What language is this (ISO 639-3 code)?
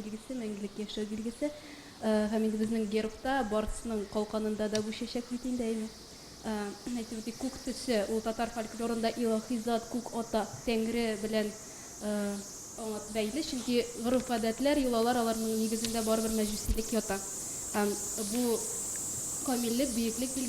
tat